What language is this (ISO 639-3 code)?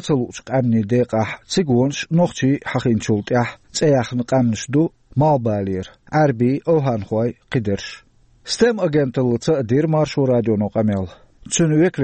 che